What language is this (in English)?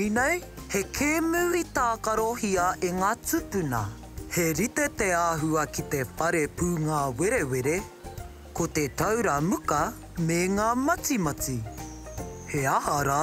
Māori